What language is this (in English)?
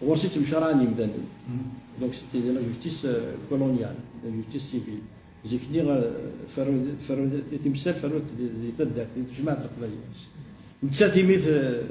Kabyle